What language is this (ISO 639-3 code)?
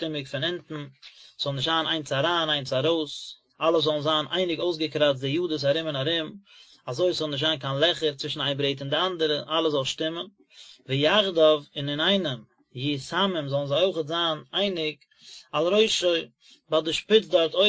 yid